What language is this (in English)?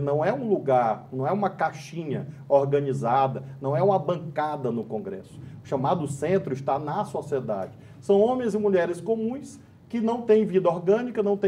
Portuguese